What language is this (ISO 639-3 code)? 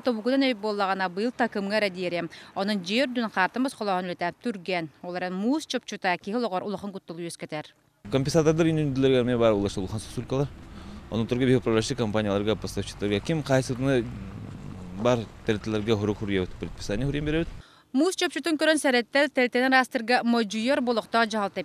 sah